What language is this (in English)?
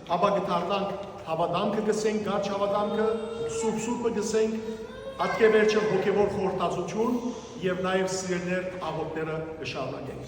Western Armenian